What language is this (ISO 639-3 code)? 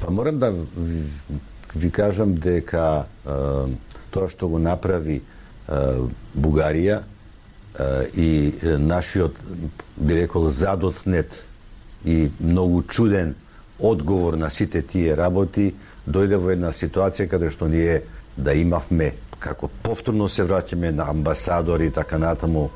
mkd